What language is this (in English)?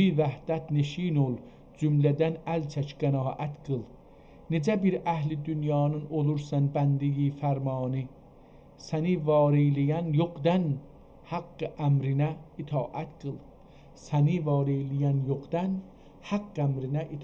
South Azerbaijani